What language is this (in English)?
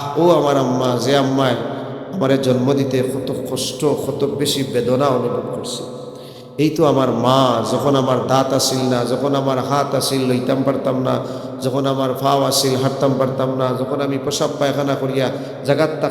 Sylheti